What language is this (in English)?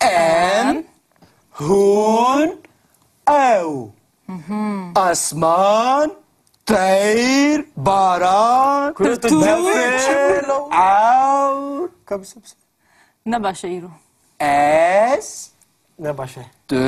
Kurdish